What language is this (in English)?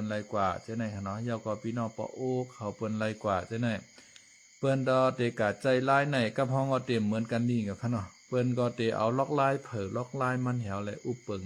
Shan